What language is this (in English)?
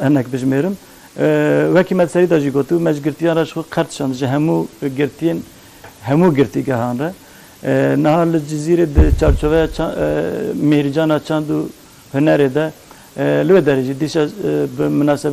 Kurdish